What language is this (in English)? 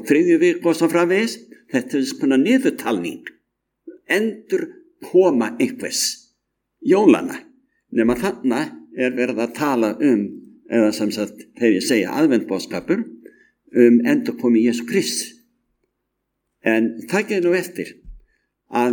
Icelandic